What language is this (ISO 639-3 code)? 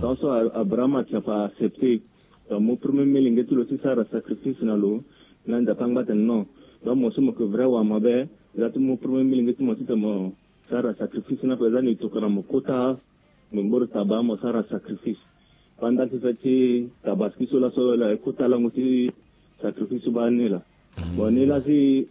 sag